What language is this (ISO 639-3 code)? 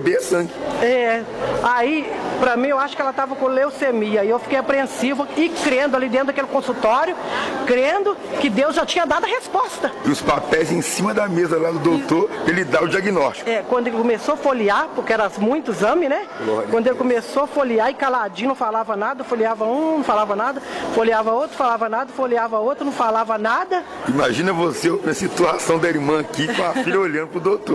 por